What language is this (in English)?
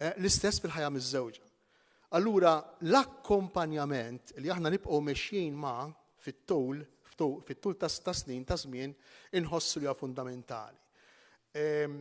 Maltese